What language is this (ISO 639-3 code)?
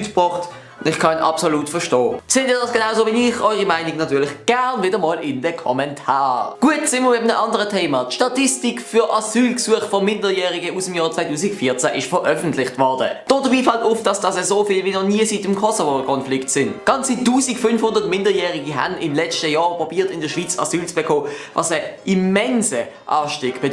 gsw